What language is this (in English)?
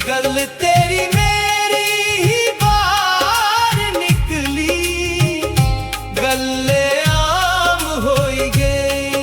Dogri